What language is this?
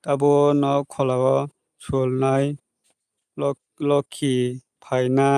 Kok Borok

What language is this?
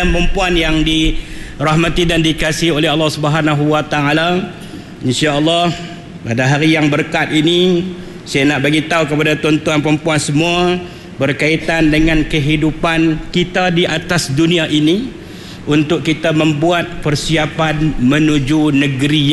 Malay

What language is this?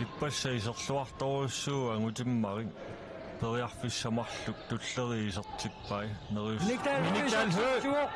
Kalaallisut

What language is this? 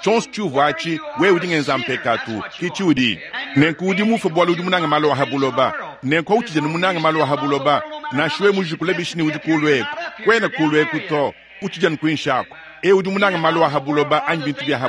Luba-Lulua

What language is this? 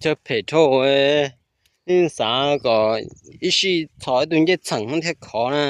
Hmong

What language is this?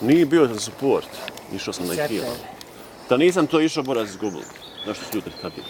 Bosnian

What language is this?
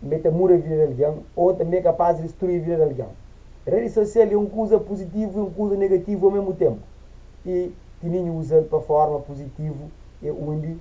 Kabuverdianu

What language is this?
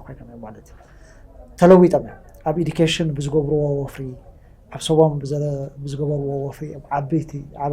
Tigrinya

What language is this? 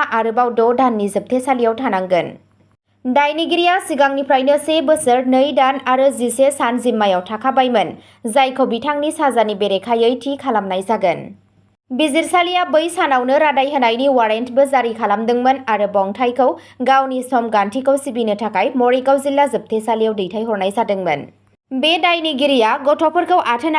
Bodo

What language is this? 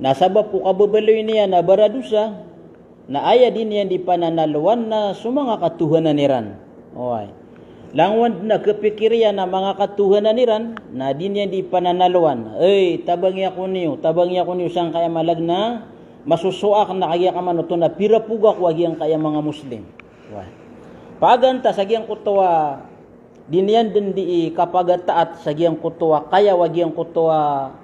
Maranao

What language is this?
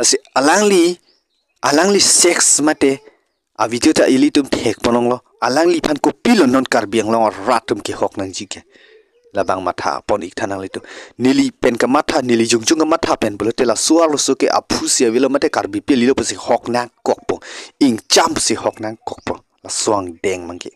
Karbi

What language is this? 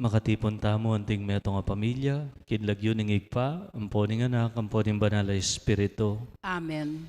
Pampanga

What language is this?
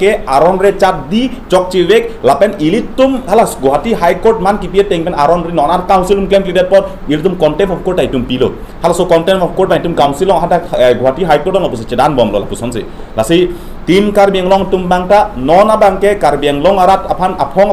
Karbi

